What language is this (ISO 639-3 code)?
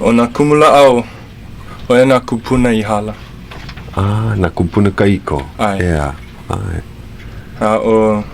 haw